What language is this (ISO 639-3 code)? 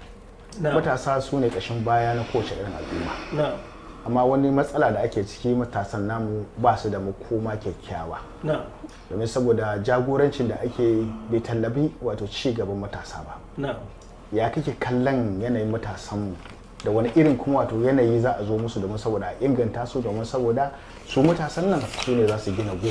hau